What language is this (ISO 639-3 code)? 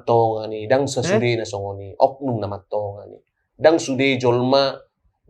bbc